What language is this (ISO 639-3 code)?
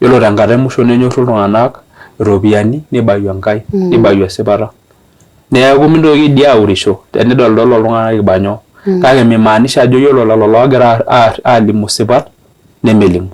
mas